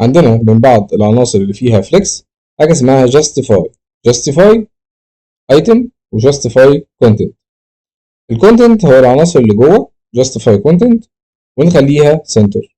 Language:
Egyptian Arabic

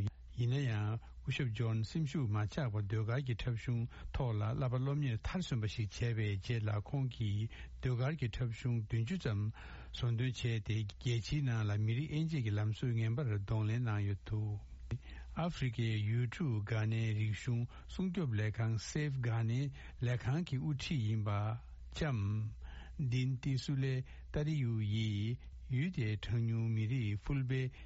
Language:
Tibetan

